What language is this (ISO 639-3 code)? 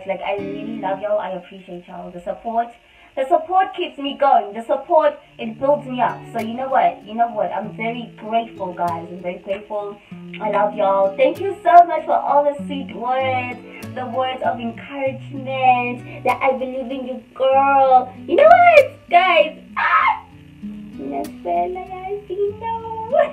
eng